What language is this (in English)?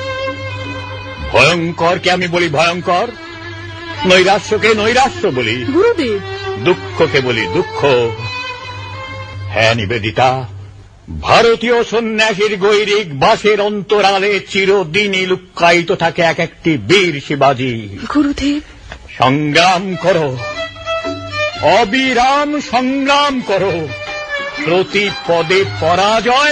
Bangla